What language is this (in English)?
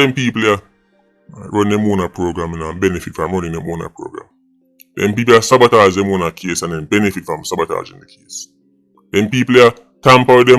Jamaican Creole English